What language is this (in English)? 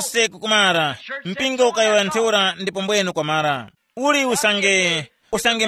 Tumbuka